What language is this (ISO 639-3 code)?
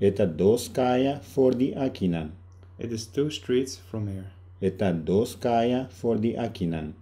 pap